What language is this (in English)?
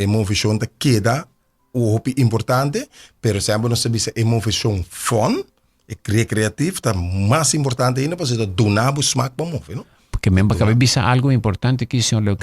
Papiamento